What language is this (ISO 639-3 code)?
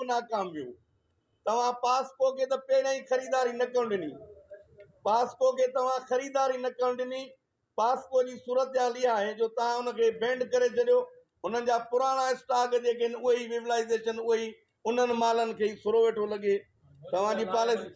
snd